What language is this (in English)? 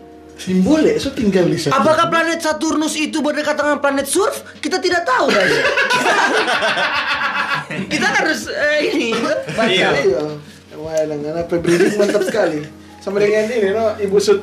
Indonesian